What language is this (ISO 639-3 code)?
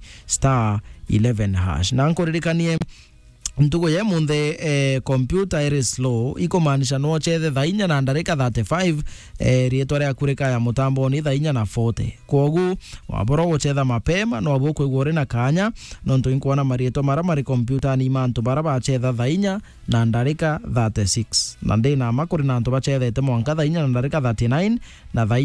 mer